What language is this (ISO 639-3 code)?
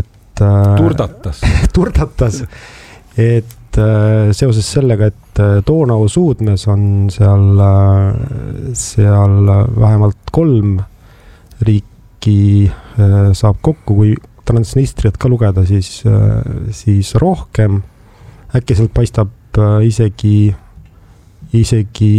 est